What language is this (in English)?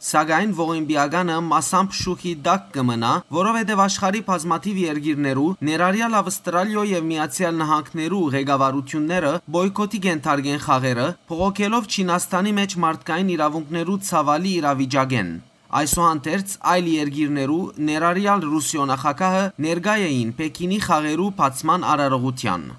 Western Armenian